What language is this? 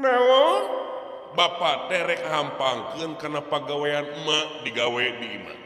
Sundanese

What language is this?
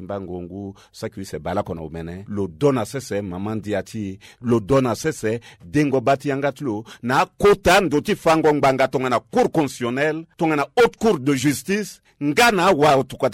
Sango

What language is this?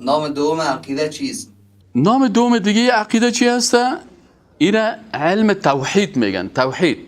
Persian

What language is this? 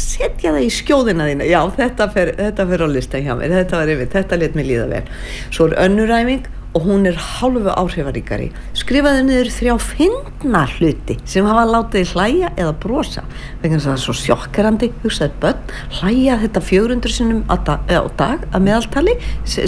Icelandic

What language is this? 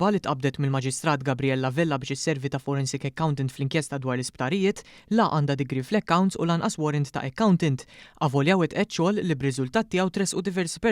Maltese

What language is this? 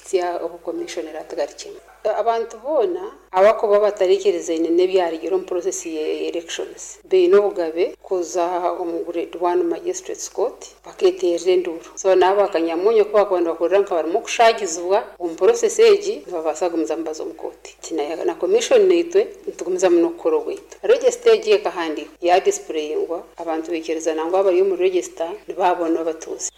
Nyankole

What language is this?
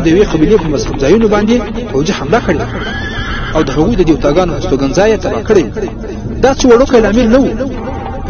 Pashto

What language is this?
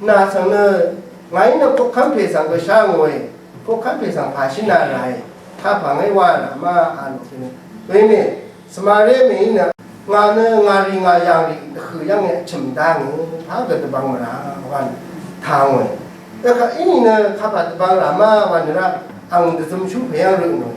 Rawang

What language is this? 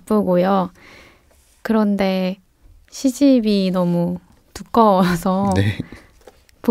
Korean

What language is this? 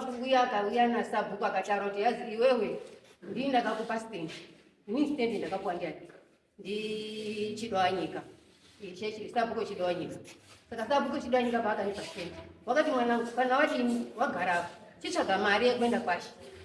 Shona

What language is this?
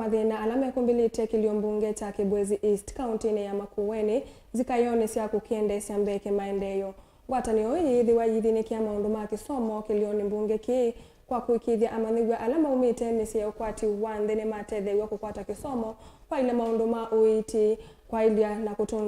Kamba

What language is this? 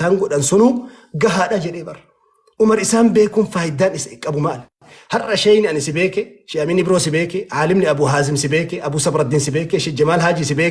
Oromo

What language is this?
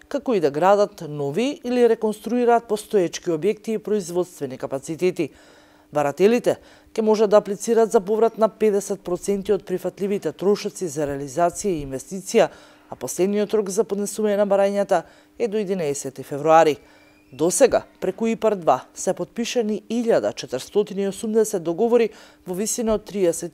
Macedonian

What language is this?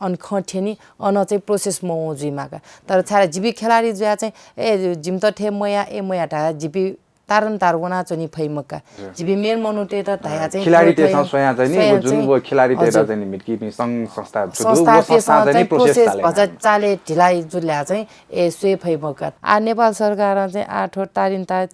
Newari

